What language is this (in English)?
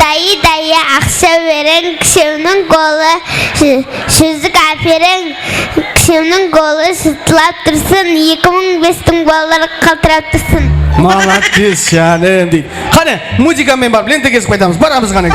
Kara-Kalpak